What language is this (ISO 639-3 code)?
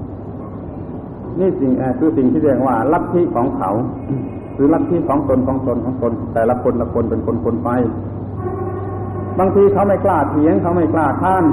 tha